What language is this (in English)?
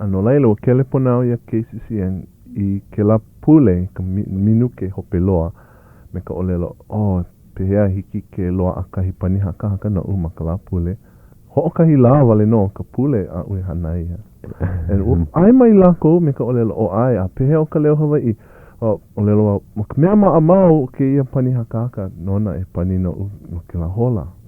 Hawaiian